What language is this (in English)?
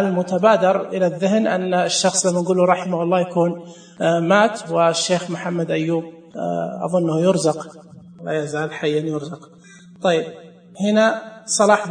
Najdi Arabic